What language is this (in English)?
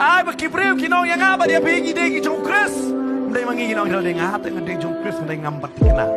Khasi